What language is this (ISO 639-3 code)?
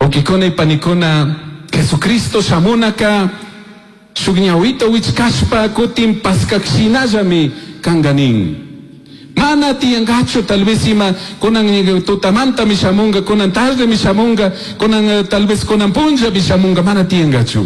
qug